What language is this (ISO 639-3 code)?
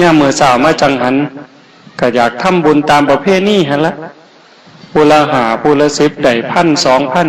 tts